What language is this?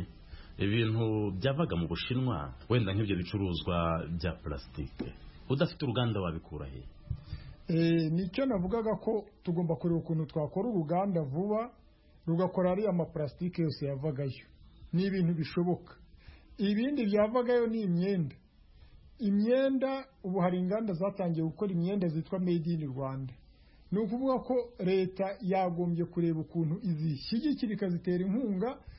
Kinyarwanda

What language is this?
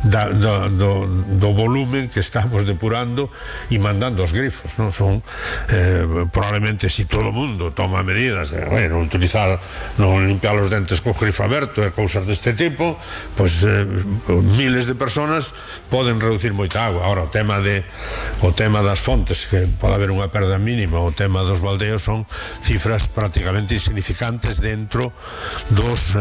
Galician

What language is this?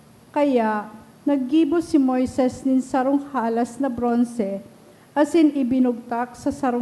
Bikol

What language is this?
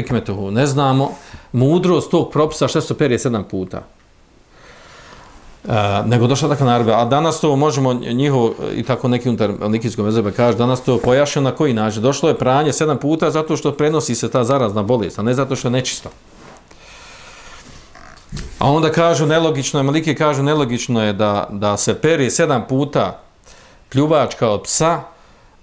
Bosnian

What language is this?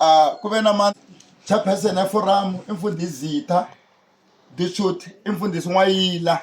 Tsonga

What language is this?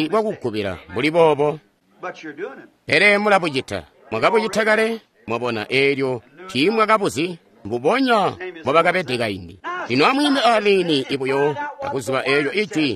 Tonga (Zambia)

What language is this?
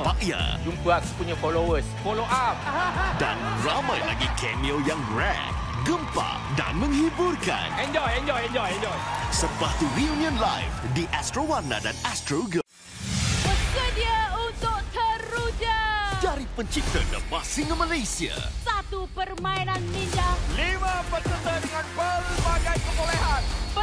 Malay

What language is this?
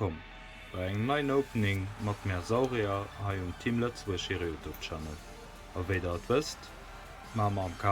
Luxembourgish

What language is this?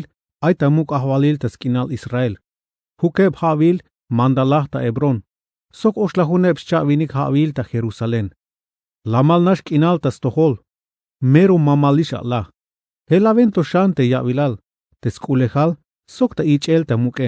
Tzeltal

